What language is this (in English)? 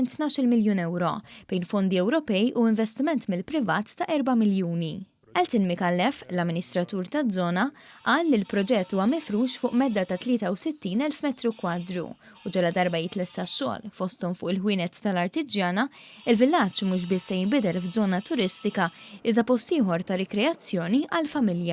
Maltese